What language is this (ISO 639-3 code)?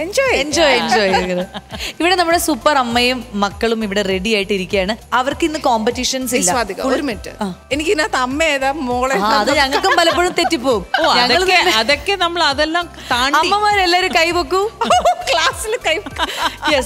mal